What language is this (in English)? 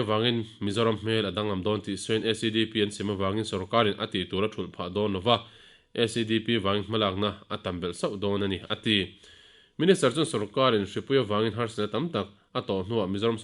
Mizo